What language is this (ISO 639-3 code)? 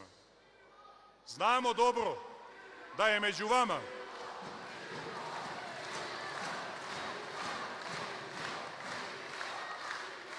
srp